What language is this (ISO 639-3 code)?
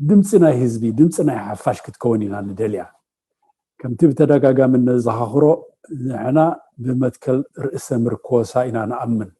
tir